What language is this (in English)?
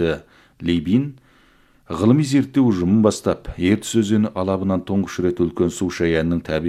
Kazakh